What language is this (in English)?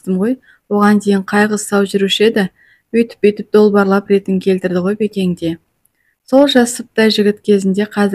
Kazakh